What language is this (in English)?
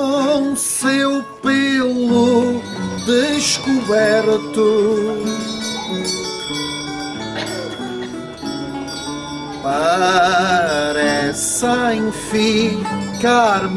Portuguese